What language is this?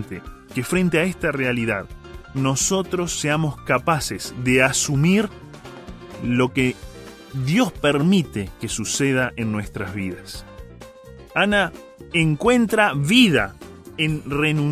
Spanish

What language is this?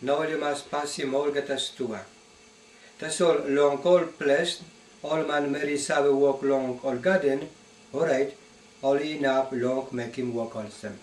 Tok Pisin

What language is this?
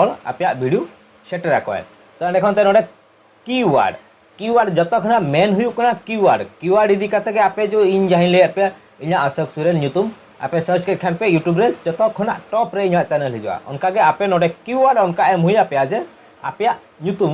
Santali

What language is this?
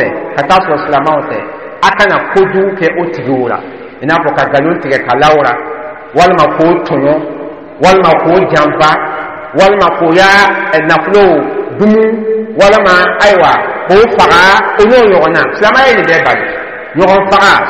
Dyula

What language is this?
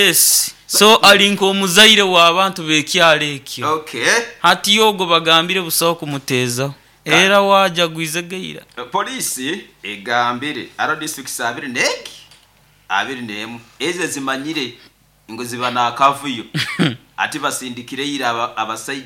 Nyoro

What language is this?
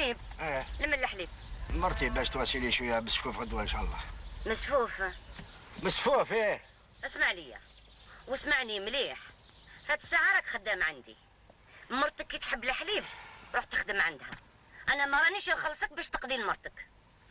Algerian Arabic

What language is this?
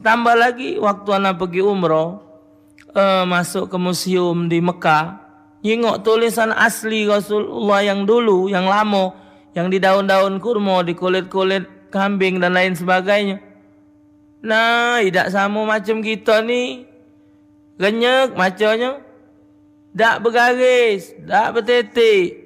Musi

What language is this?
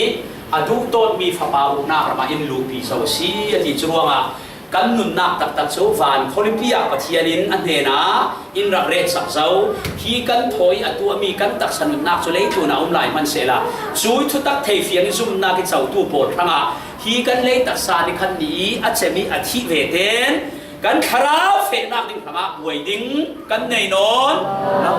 Falam Chin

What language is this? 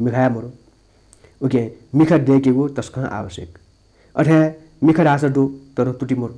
Newari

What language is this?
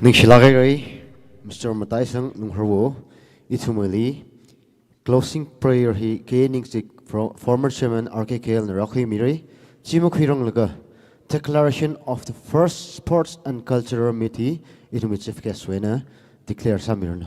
Tangkhul Naga (India)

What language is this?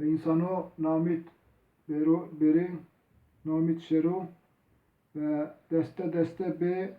Zaza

